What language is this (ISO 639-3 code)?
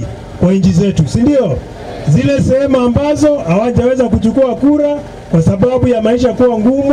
swa